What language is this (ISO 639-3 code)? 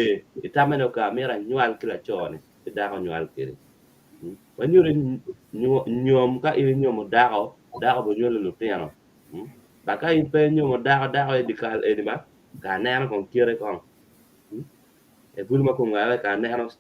ach